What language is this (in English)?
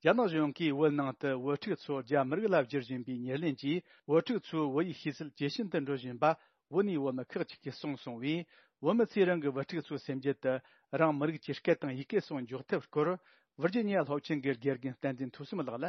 Tibetan